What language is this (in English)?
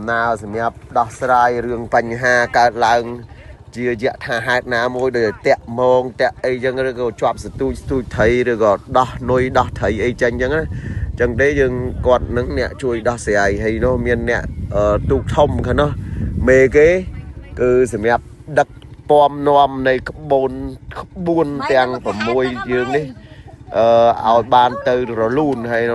Khmer